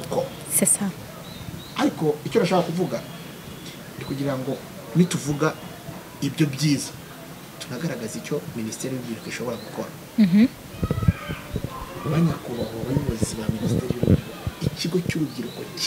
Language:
Kinyarwanda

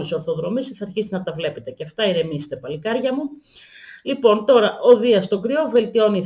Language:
Greek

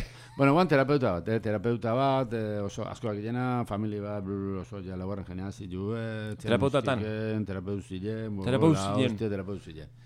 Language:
Basque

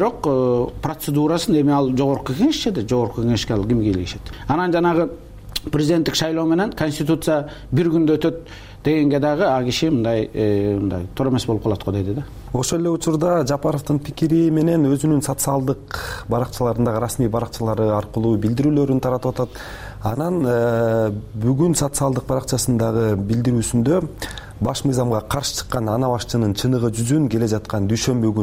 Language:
Kyrgyz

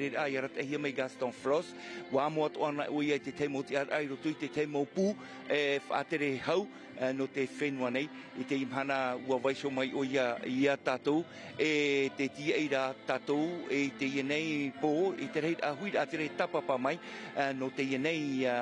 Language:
Tahitian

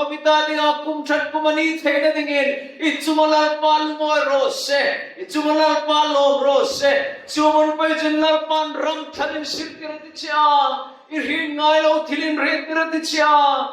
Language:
Hmar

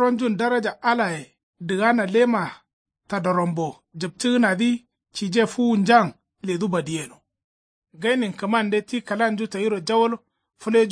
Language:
Kanuri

